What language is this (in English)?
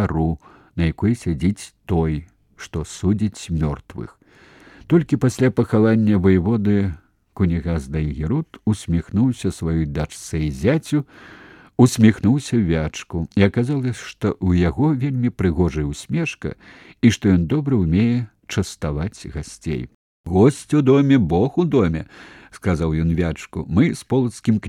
Belarusian